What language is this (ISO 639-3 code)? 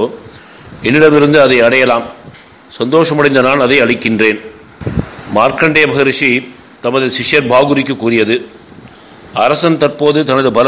tam